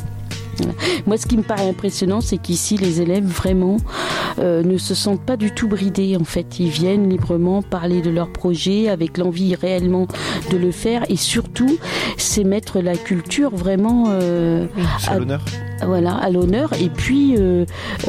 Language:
French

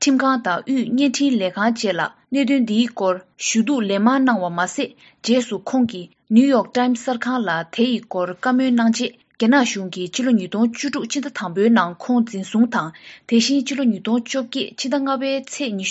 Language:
Tibetan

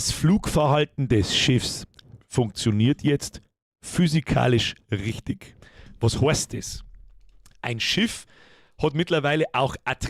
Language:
Bavarian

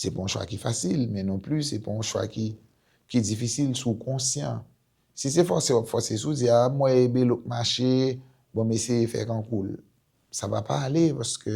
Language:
Haitian Creole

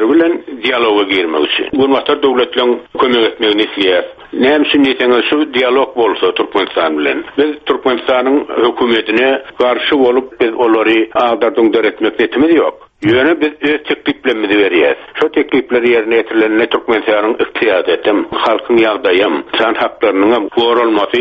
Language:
Turkmen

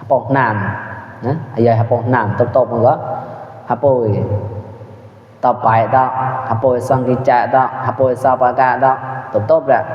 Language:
Mon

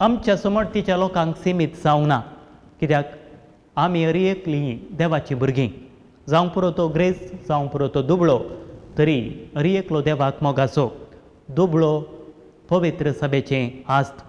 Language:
Konkani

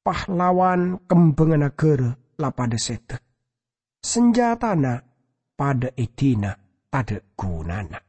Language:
Madurese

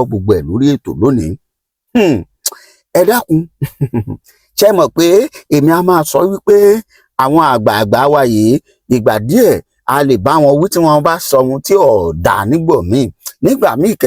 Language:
Yoruba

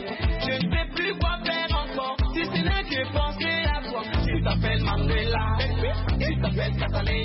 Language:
French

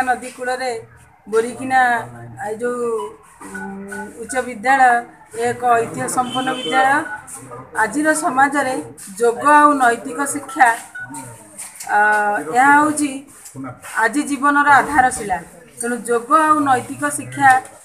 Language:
Odia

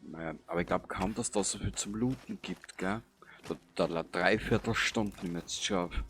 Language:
Bavarian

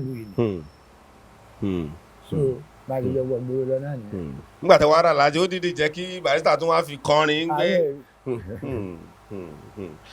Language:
Yoruba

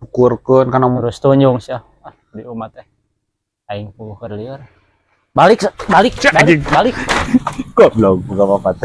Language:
Sundanese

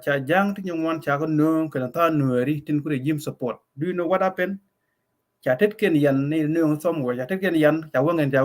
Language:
Nuer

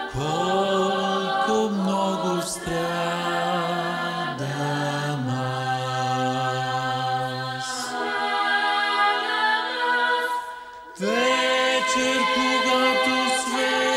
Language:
Bulgarian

